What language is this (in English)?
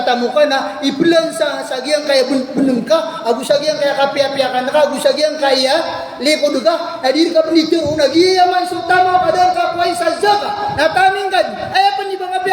Maranao